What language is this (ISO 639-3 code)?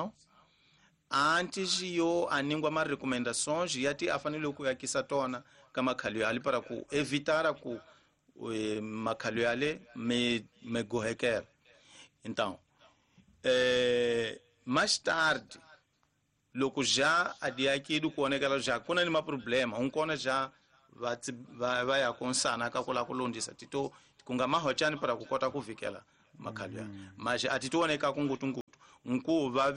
tso